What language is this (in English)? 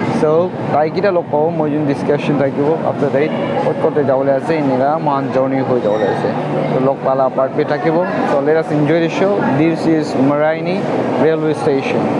Naga Pidgin